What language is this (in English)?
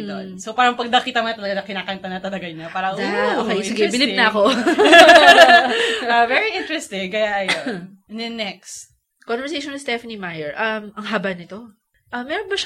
Filipino